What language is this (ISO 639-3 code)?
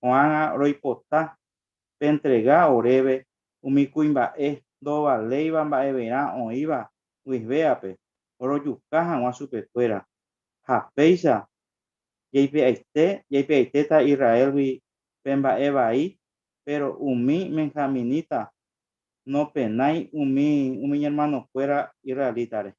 grn